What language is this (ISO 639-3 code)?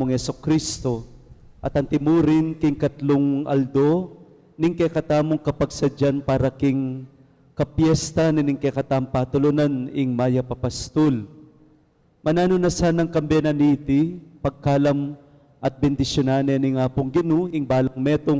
pam